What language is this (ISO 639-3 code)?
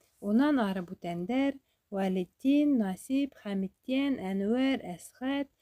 bak